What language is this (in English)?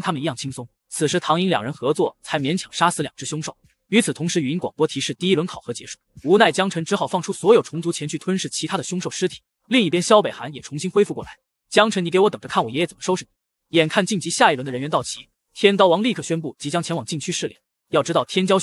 Chinese